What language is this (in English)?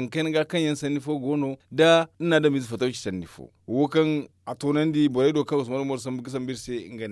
Zarma